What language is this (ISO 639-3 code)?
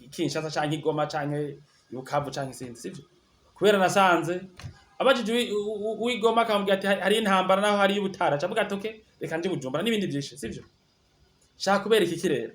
run